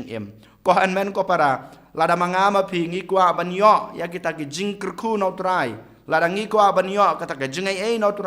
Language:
Khasi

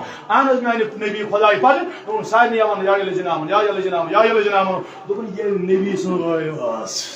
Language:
Kashmiri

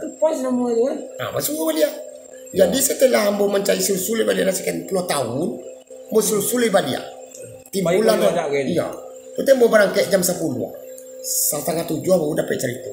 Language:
Minangkabau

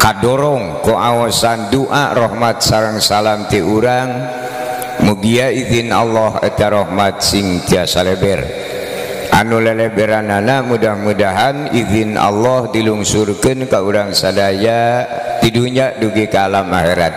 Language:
Sundanese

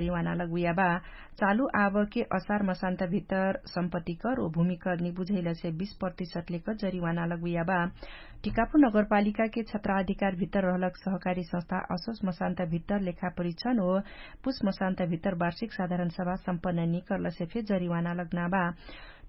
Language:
Dangaura Tharu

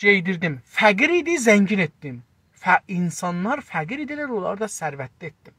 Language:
South Azerbaijani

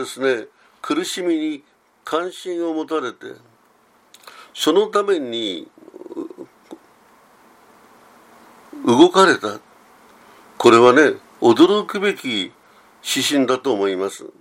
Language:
Japanese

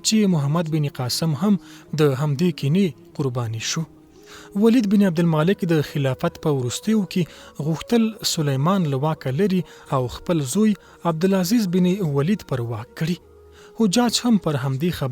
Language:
Pashto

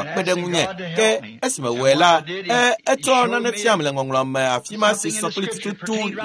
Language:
Ewe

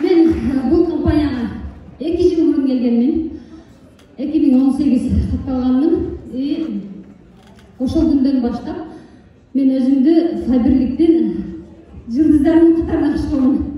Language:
Kyrgyz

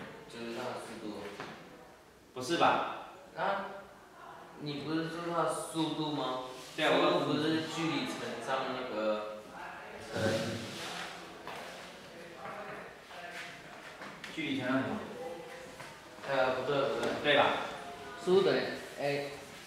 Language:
Chinese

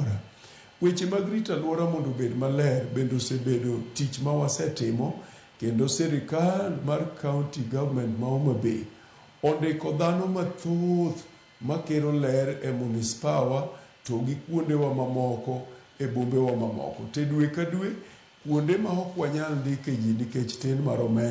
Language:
Luo (Kenya and Tanzania)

